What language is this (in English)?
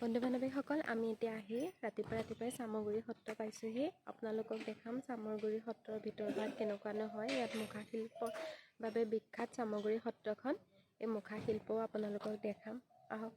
Assamese